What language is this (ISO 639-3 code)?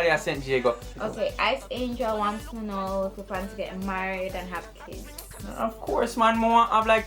jam